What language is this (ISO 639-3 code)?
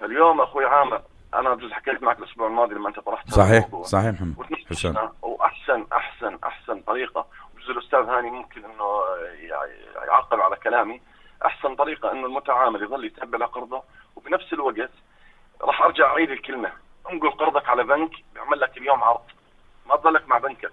apc